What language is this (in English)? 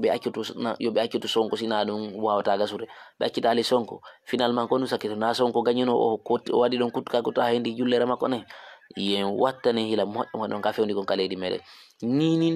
Fula